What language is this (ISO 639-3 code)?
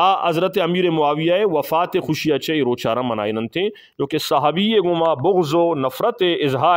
bgp